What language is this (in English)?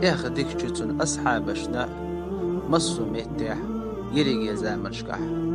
Chechen